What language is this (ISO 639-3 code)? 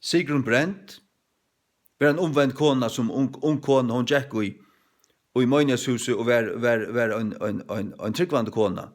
fao